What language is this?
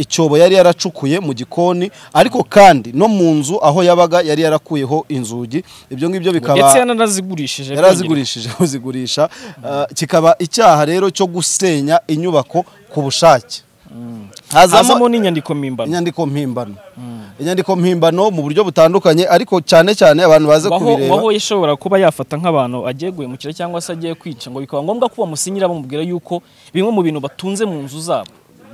Kinyarwanda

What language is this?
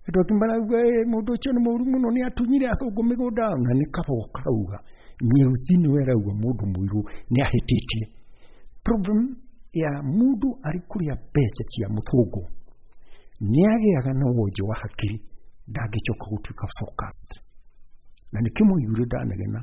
Kikuyu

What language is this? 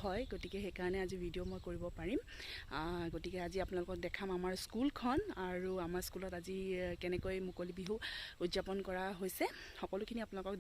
Assamese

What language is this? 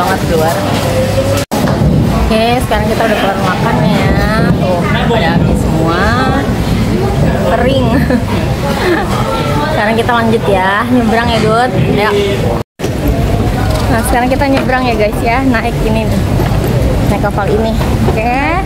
Indonesian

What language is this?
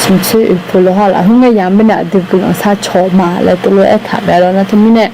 Akha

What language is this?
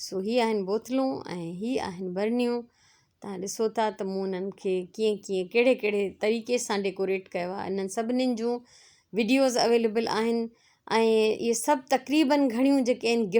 Sindhi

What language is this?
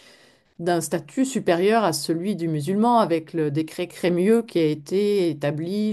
French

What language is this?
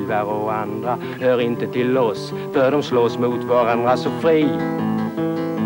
Swedish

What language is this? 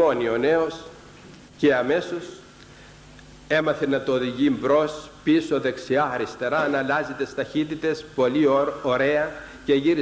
Greek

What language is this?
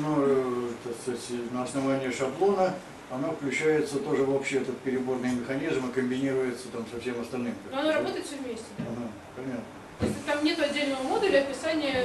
Russian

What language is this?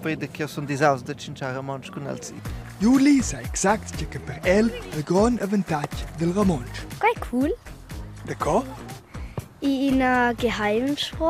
Romansh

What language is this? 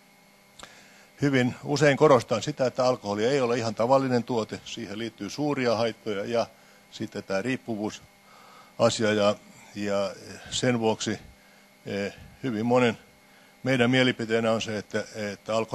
Finnish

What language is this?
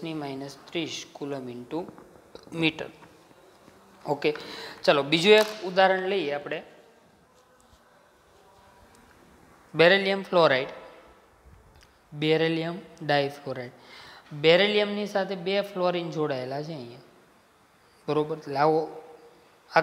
Gujarati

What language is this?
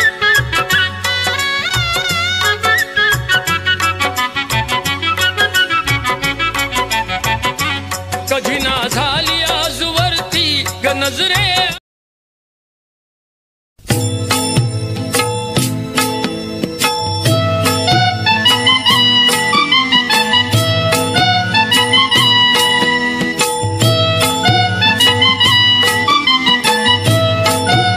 Marathi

